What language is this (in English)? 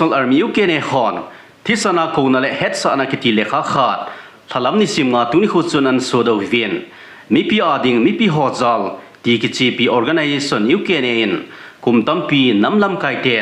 Thado Chin